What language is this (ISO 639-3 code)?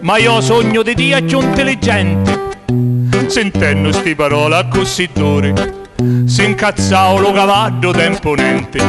scn